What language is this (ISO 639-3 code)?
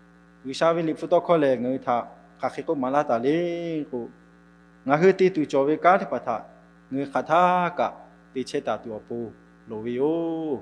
lhu